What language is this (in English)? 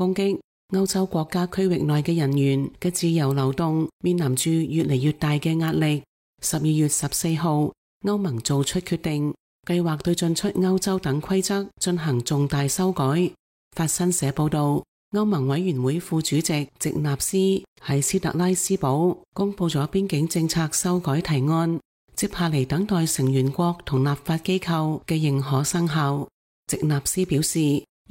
Cantonese